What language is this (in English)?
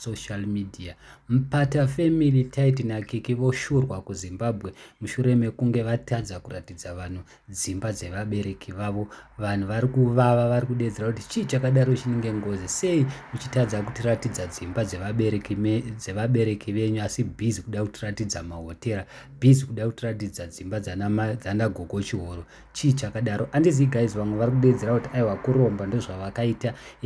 Shona